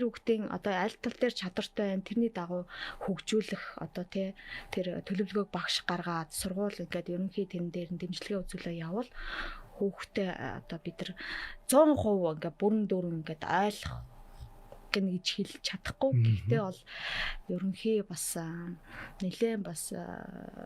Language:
Mongolian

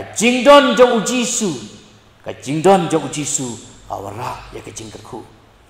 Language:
Khasi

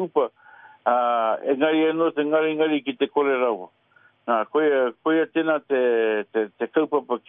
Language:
Māori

